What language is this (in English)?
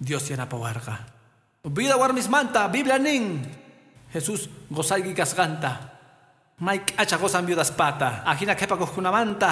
Quechua